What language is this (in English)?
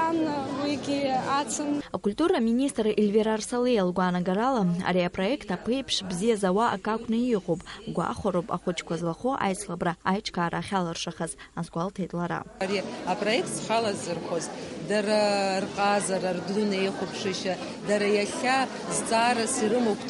Abkhazian